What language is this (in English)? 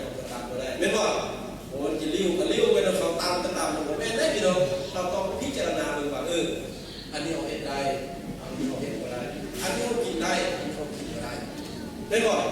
Lao